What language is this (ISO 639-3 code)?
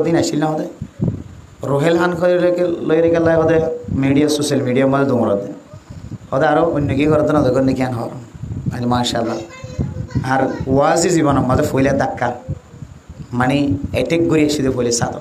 rhg